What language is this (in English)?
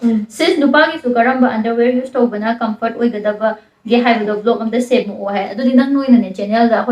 Manipuri